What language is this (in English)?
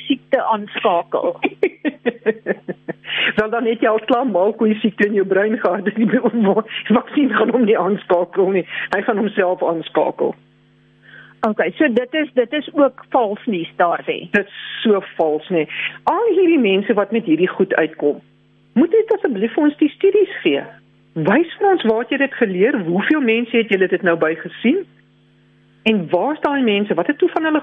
Afrikaans